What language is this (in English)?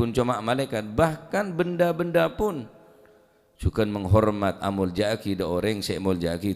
Madurese